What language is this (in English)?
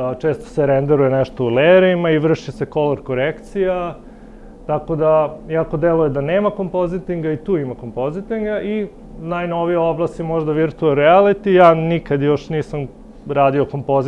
Serbian